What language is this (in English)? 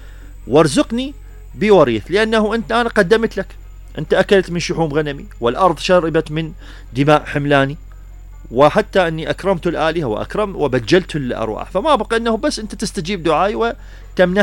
Mesopotamian Arabic